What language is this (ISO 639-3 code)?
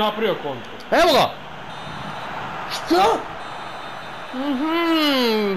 srp